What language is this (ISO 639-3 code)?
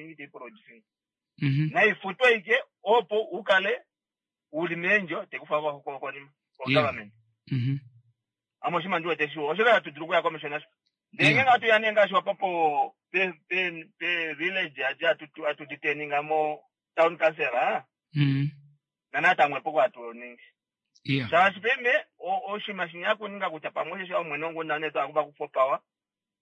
kua